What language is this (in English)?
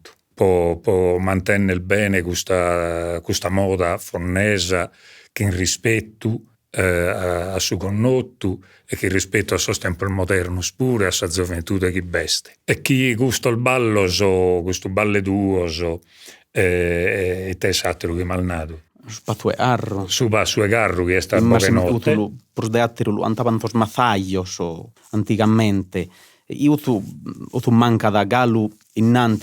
Sardinian